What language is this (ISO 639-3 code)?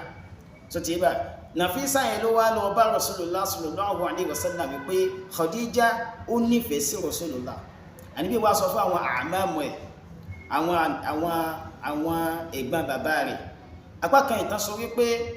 yor